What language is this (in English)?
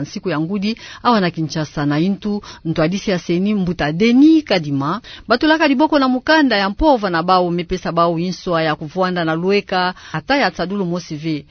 Kituba (Democratic Republic of Congo)